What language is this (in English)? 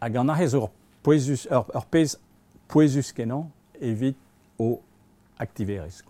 Breton